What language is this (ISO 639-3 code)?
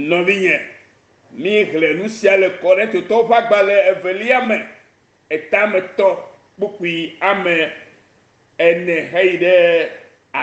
ewe